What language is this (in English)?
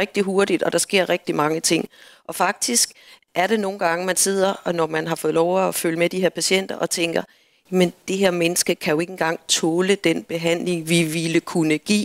Danish